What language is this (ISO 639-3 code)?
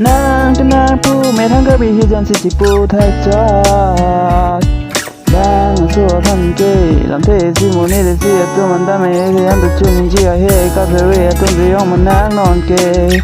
mjw